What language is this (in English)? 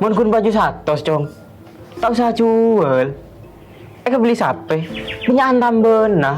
Madurese